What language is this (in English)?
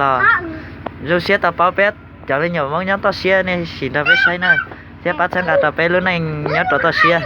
Hmong